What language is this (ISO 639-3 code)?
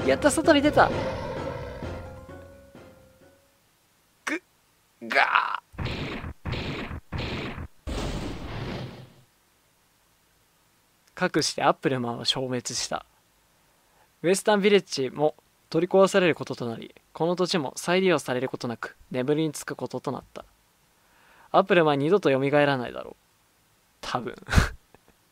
jpn